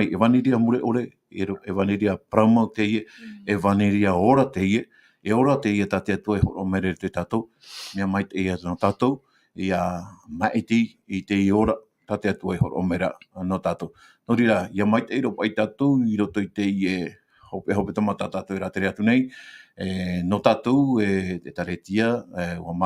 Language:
Tahitian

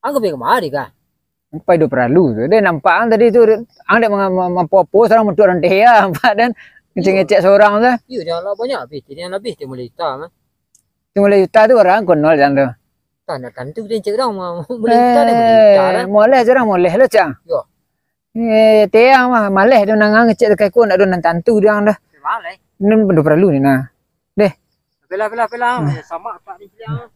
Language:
Minangkabau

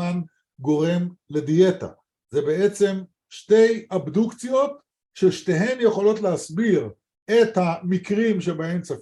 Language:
Hebrew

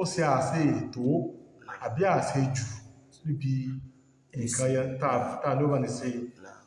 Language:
Yoruba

